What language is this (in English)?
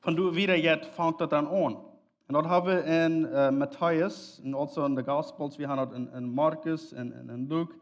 Plautdietsch